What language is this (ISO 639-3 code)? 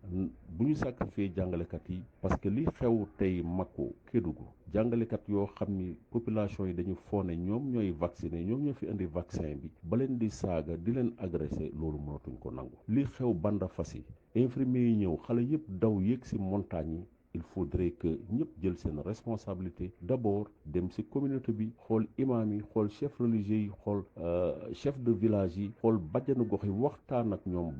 wol